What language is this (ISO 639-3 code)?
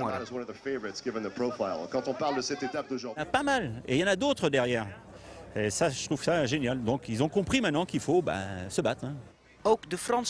nld